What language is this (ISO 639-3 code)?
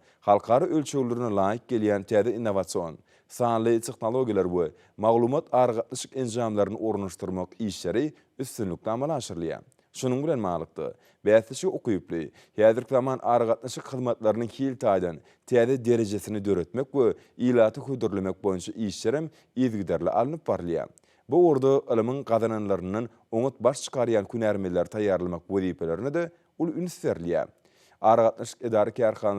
tuk